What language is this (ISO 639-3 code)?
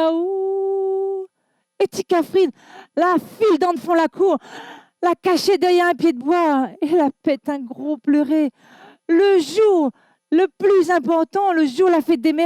rcf